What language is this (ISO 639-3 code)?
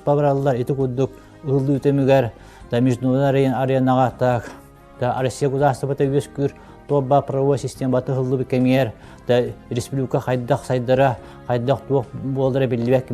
sah